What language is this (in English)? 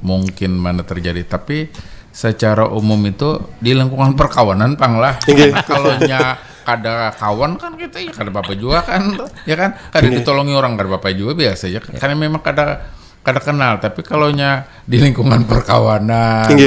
Banjar